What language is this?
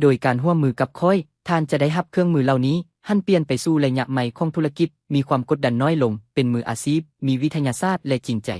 Lao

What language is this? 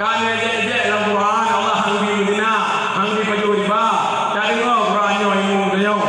Achinese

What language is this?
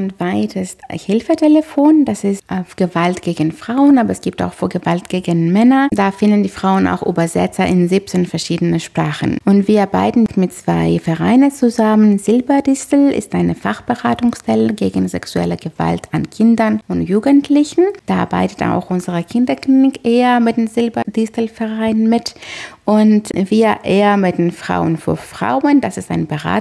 German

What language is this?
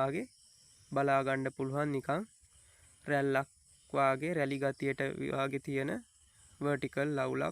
Sinhala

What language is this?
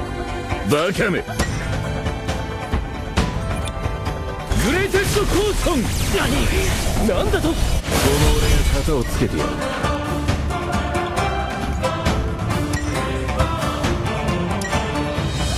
Japanese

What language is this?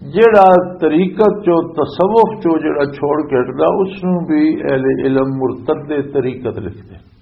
Western Panjabi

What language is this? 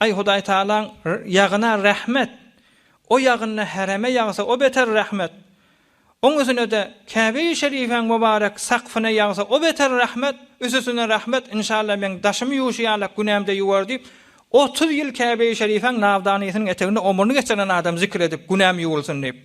Turkmen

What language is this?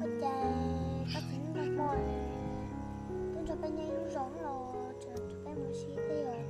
Hmong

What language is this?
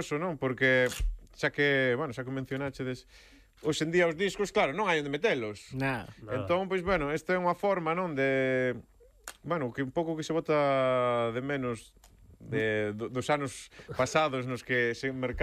Galician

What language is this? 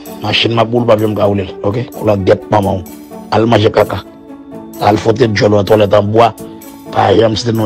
Haitian Creole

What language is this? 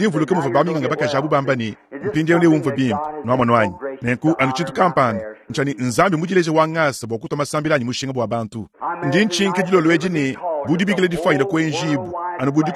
Luba-Lulua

